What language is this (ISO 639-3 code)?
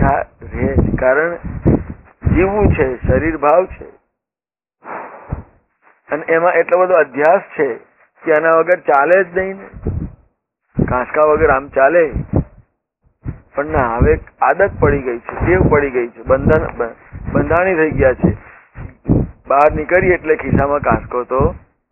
guj